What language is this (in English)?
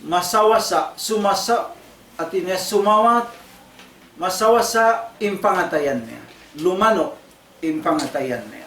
Tausug